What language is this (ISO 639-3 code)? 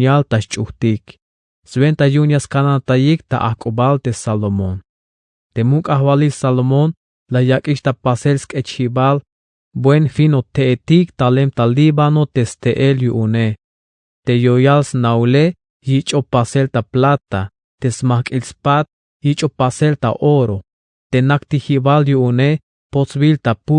tzh